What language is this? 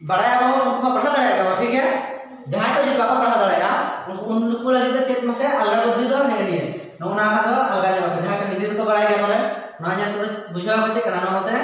Santali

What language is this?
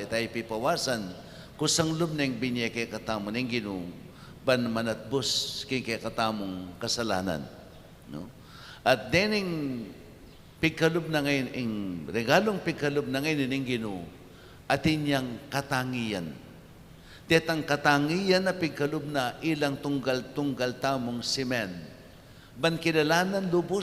Pampanga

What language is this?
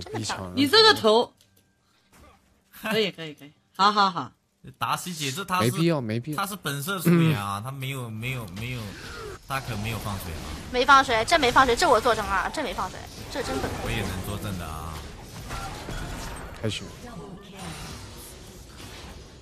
Chinese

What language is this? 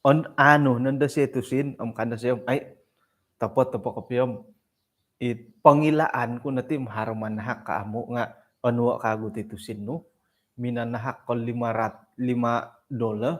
Central Dusun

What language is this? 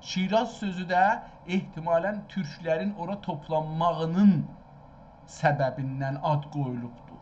South Azerbaijani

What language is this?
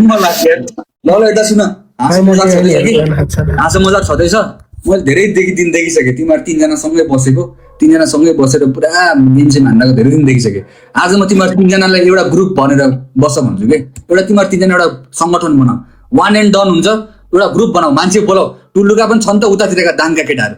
Nepali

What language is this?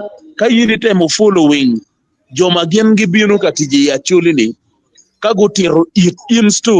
Acoli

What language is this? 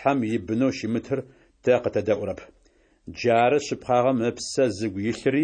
Adyghe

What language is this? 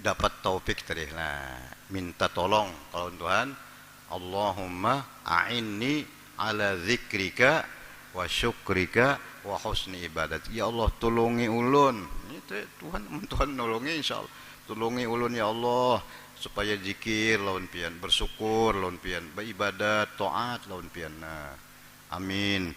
Banjar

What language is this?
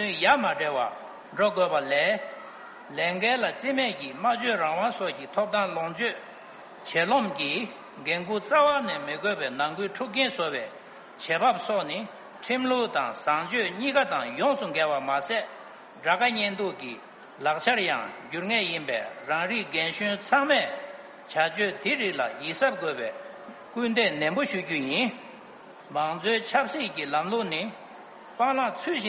Tibetan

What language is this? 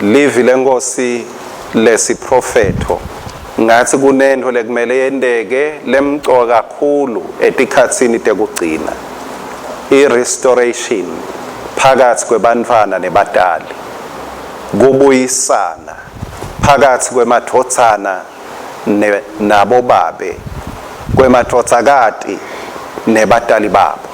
Swati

